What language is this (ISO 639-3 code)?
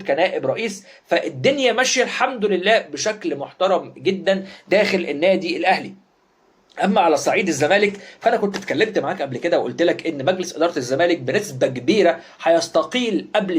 arz